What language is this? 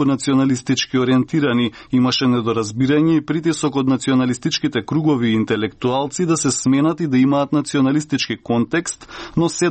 Macedonian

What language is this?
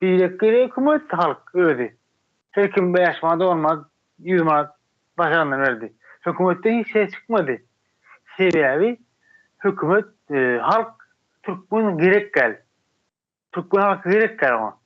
Turkmen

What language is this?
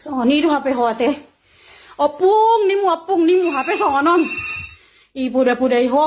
Batak Toba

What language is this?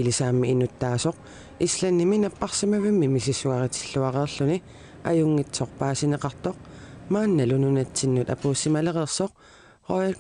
Kalaallisut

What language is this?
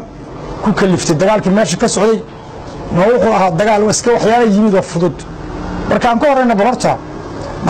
Somali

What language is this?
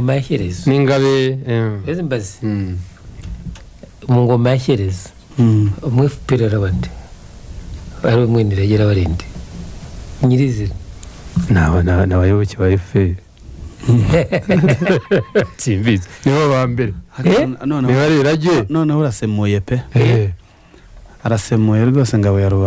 Kinyarwanda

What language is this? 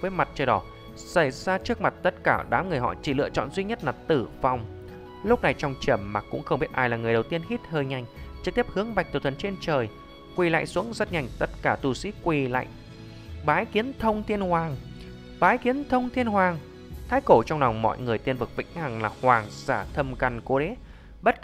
Vietnamese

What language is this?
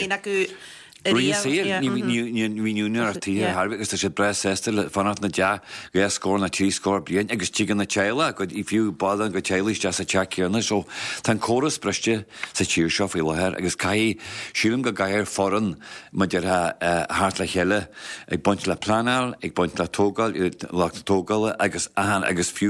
Irish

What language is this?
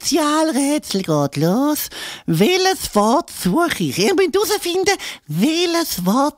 Swiss German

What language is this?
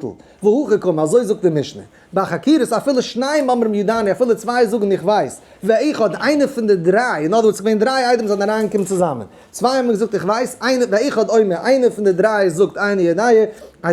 Yiddish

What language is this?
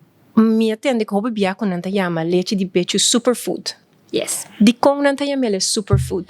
Papiamento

